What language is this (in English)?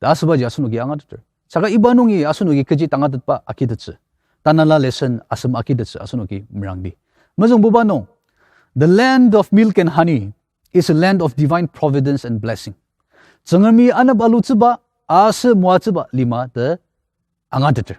Ao Naga